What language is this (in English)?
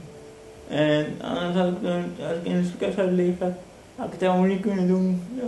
Dutch